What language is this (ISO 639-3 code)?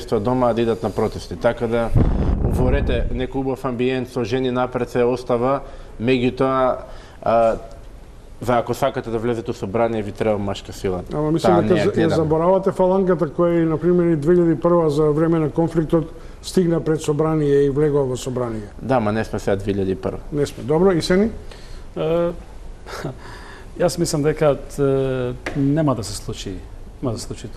mkd